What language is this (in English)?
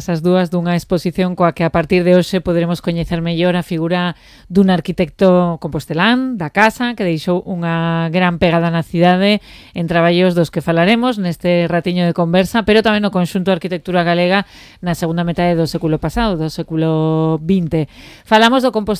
Galician